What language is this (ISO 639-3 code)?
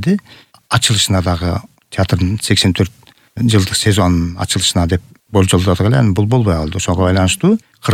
kir